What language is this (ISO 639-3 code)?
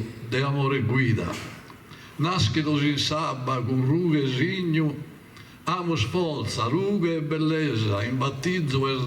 srd